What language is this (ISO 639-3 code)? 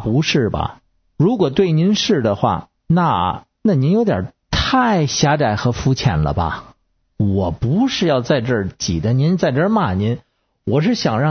zho